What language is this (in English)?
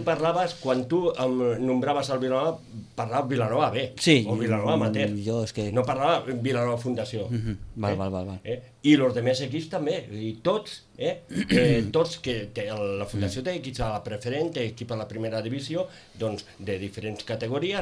Catalan